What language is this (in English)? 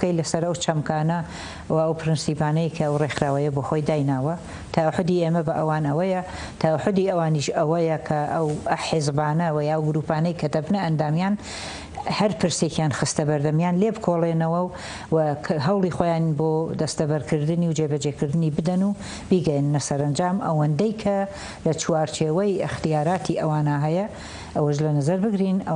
Central Kurdish